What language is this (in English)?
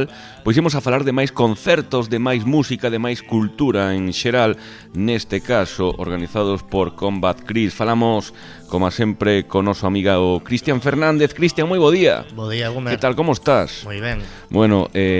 Galician